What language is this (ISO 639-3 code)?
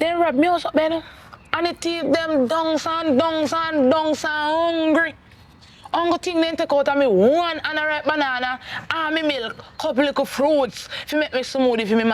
jam